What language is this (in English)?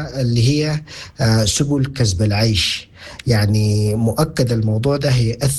Sudanese Arabic